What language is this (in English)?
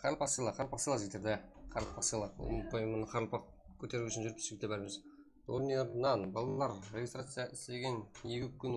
Kara-Kalpak